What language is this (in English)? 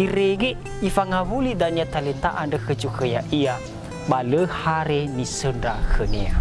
Nias